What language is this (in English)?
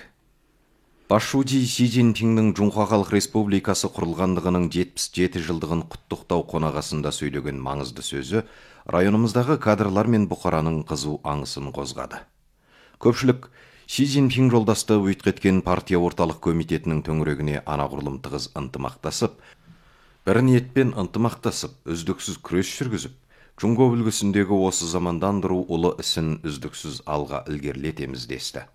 Kazakh